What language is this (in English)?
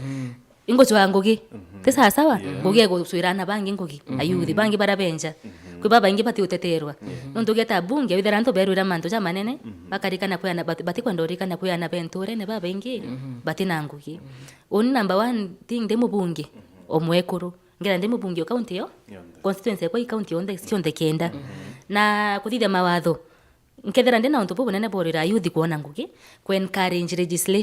Meru